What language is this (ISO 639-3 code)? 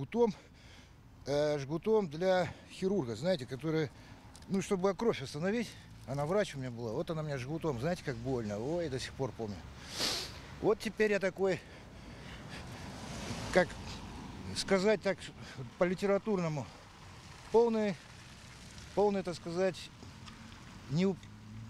rus